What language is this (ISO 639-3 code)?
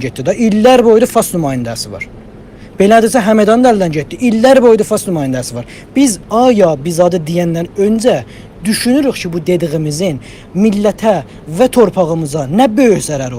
azb